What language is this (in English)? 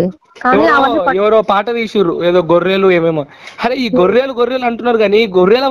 Telugu